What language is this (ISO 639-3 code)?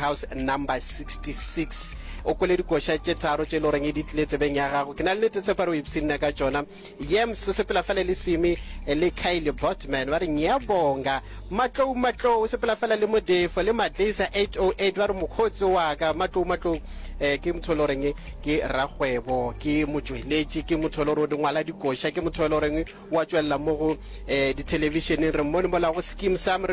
nso